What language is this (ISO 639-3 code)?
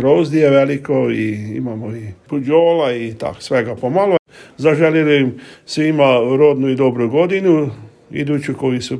srp